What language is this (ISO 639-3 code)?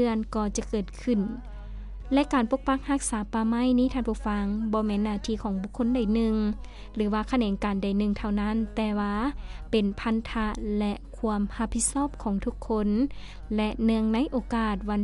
lao